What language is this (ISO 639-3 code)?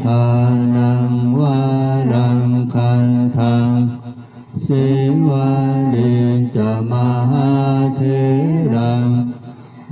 pli